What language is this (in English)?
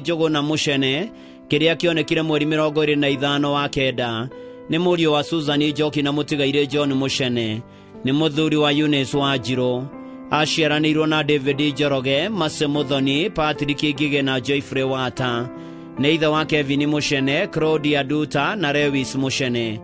Kikuyu